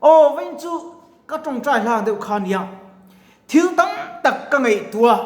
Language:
Mizo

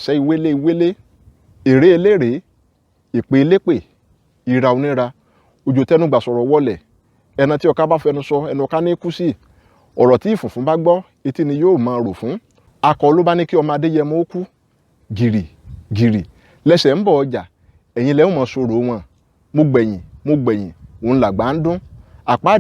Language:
Yoruba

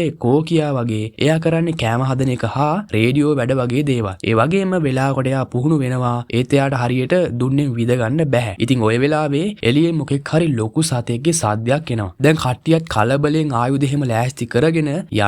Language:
Sinhala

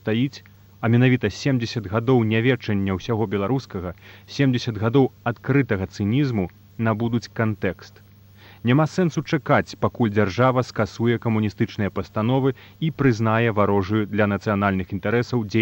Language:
Belarusian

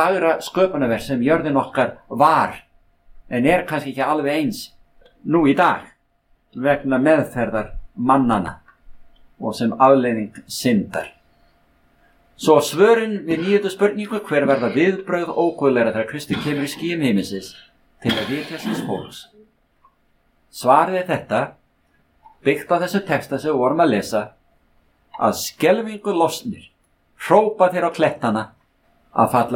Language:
Icelandic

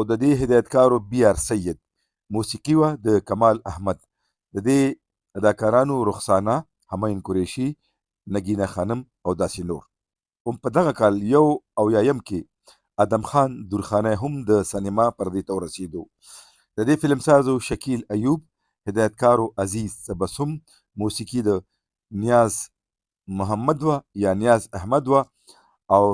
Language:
Pashto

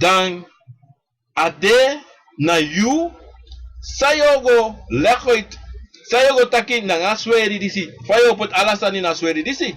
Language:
Sranan Tongo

